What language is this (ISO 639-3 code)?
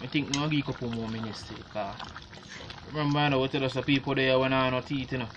jam